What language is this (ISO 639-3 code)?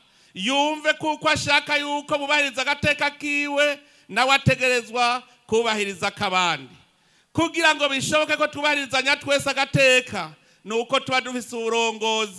run